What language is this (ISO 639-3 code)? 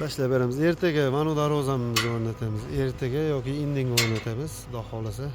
uzb